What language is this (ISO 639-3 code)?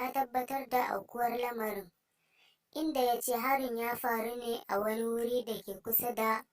hau